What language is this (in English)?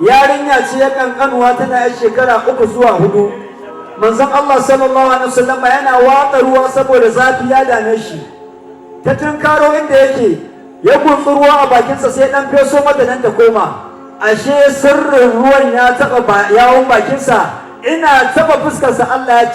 Hausa